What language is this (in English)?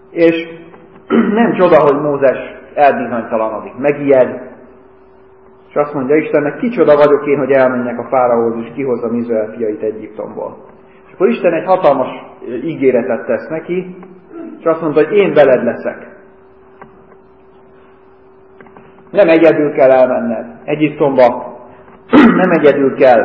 Hungarian